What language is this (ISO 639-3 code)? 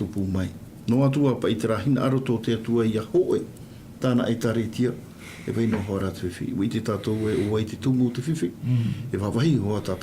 tah